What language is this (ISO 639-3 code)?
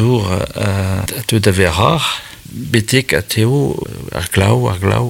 bre